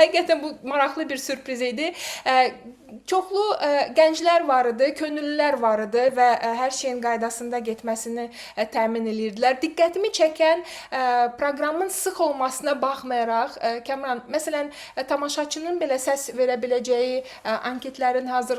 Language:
Azerbaijani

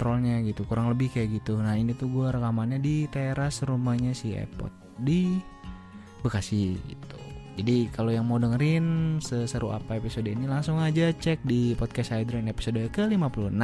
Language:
Indonesian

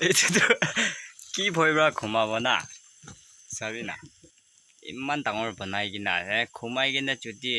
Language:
Naga Pidgin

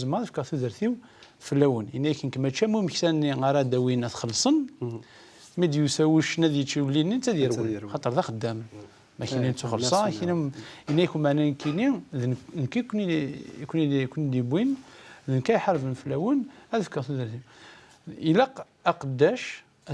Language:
Kabyle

